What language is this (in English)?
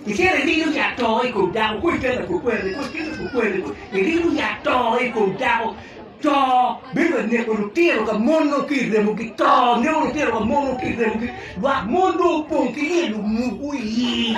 Acoli